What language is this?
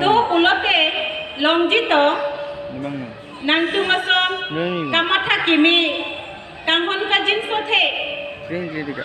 Karbi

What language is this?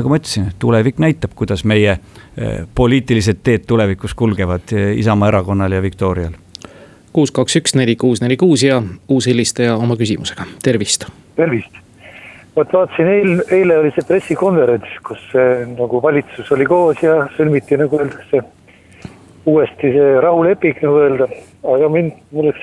Estonian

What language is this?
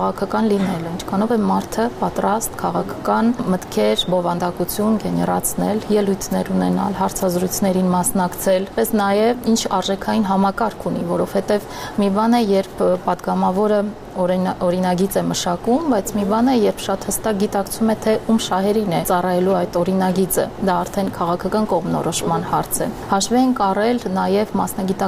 Armenian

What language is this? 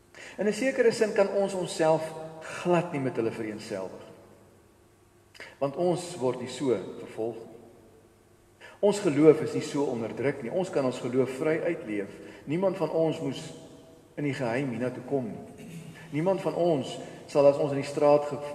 Afrikaans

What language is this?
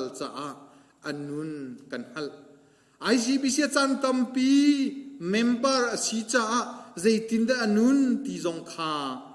Hakha Chin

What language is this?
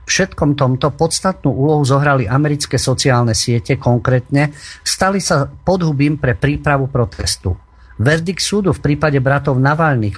Slovak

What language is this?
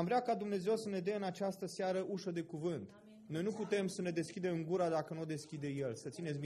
Romanian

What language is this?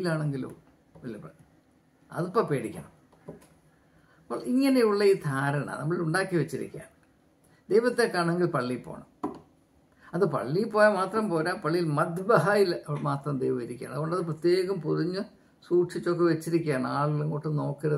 Malayalam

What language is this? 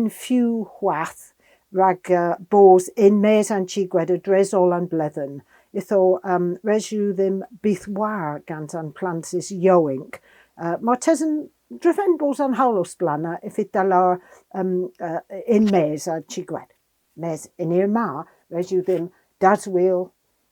Cornish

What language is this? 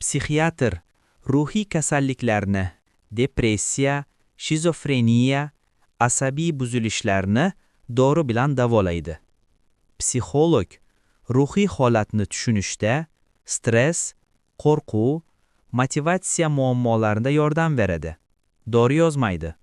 Uzbek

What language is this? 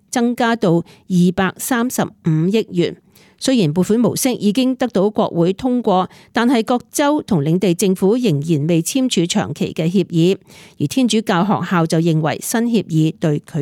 Cantonese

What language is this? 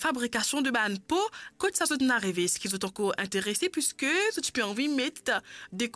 Morisyen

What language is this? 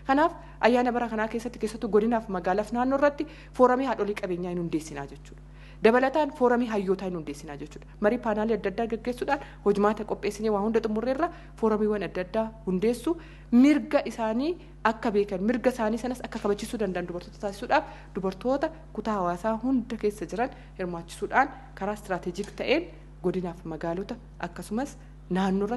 Oromo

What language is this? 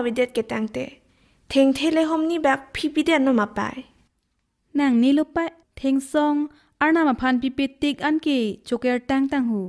Karbi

